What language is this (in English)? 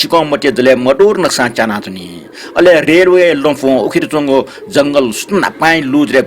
Newari